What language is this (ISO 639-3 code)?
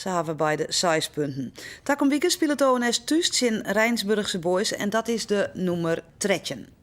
fry